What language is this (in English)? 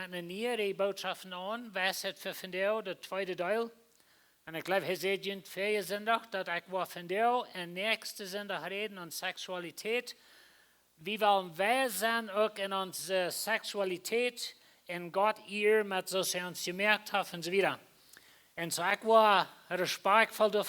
Plautdietsch